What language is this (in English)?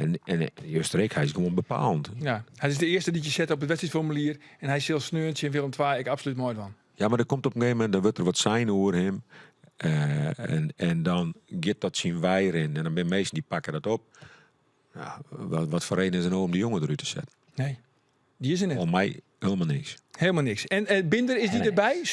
Western Frisian